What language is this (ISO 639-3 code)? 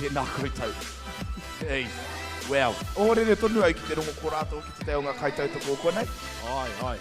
mri